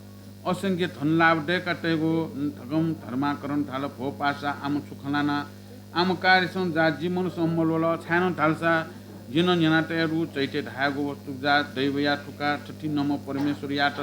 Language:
Newari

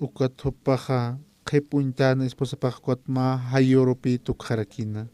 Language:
Aymara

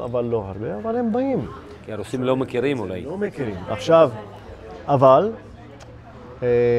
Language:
Hebrew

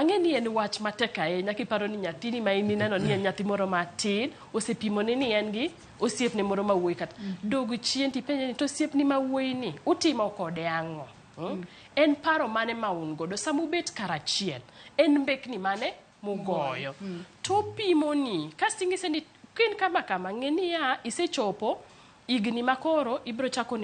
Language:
Luo (Kenya and Tanzania)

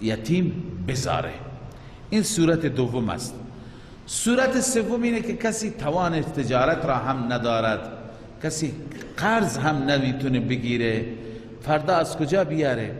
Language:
Persian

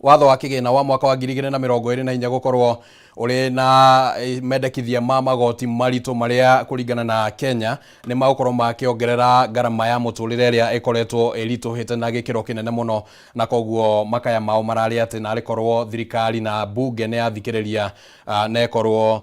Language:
Kikuyu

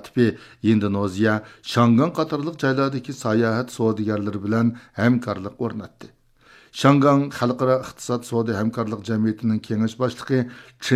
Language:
Uyghur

